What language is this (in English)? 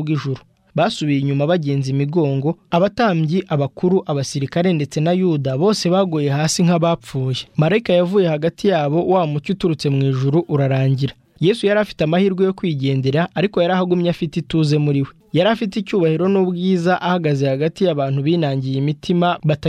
Kinyarwanda